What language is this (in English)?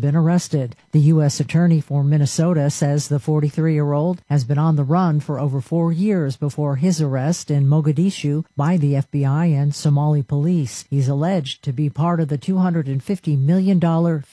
English